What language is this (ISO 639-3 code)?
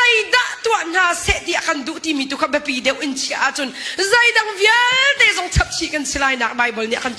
cnh